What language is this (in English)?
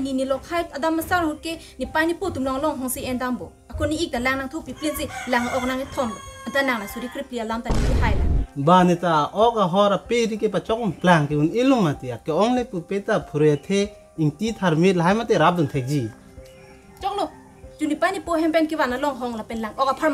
Karbi